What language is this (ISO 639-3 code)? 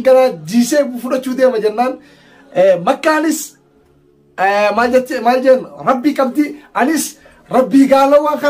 orm